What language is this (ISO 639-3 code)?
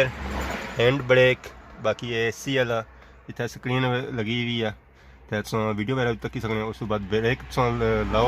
phr